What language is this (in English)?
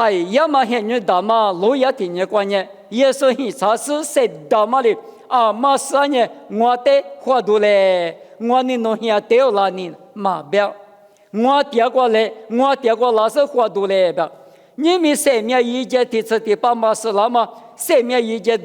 Lisu